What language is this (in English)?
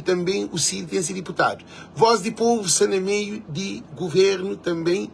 Kabuverdianu